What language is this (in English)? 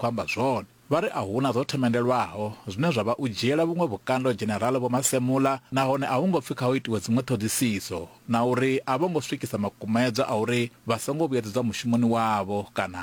Venda